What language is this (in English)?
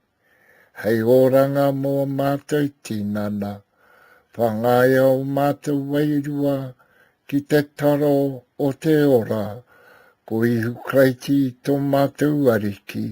Māori